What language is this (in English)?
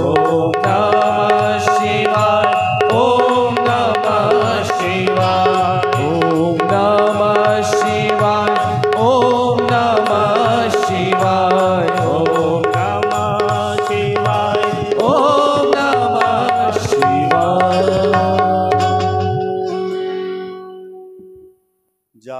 Hindi